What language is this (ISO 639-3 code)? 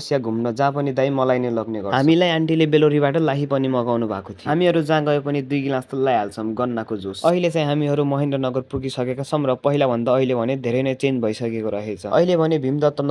nep